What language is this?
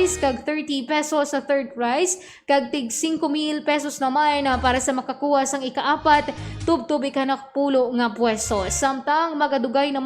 Hiligaynon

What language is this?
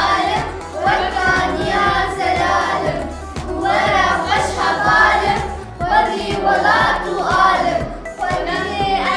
Kurdish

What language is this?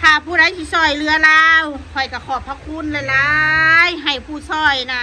Northeastern Thai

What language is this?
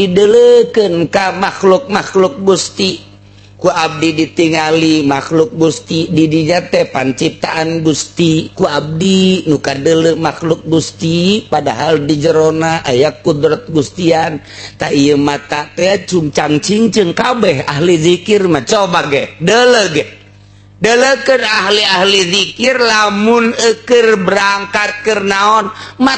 Sundanese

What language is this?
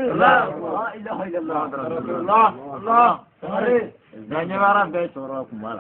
Bambara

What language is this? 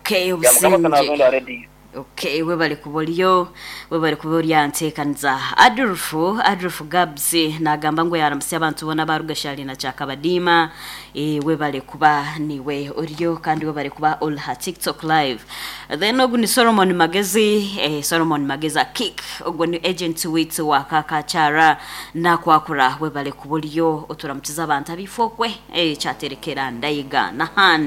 Nyankole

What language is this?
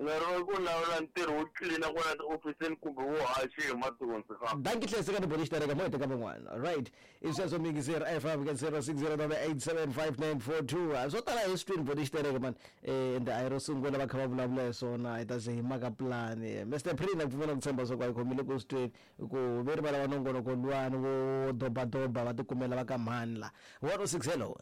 Tsonga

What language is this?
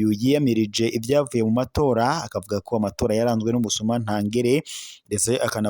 Rundi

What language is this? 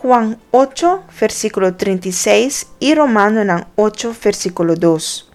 Papiamento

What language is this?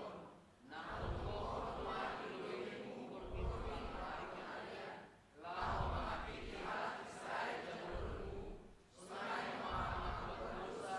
Batak Simalungun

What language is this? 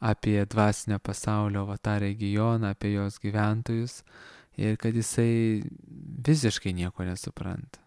Lithuanian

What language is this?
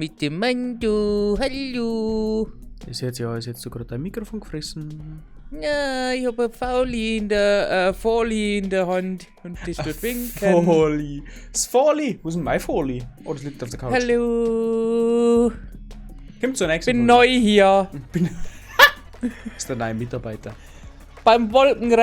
Bavarian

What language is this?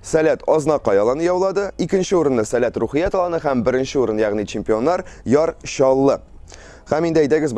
Tatar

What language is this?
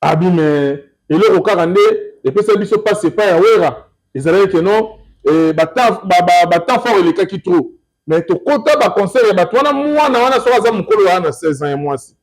Lingala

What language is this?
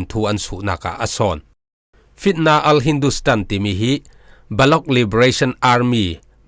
Falam Chin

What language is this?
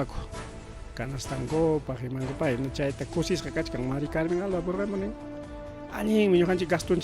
Ayacucho Quechua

